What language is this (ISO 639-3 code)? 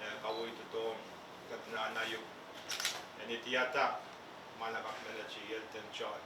pon